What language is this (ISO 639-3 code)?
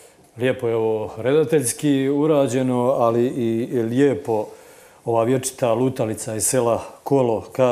hrv